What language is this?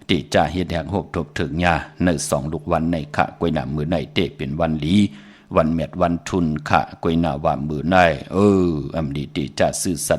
Shan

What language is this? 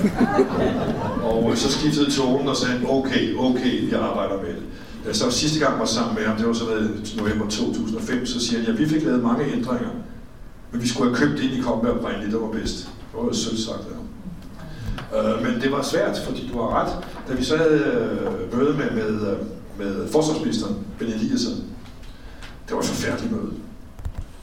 Danish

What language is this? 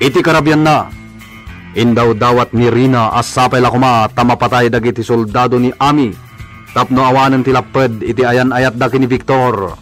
Iloko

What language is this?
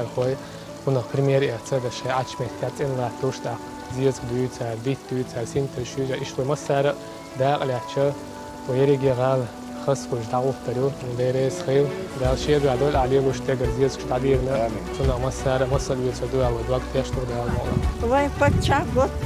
Chechen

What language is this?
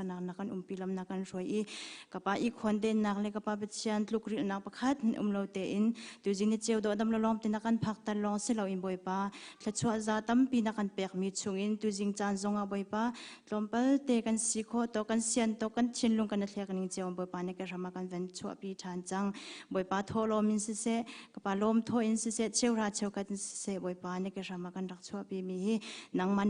Hakha Chin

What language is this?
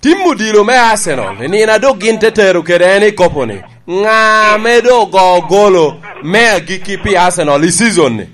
Lango (Uganda)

